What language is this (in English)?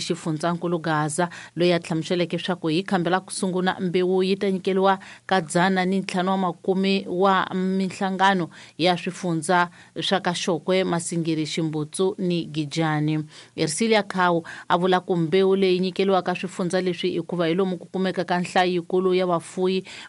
Tsonga